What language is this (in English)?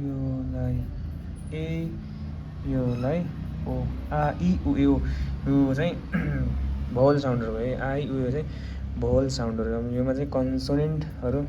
Nepali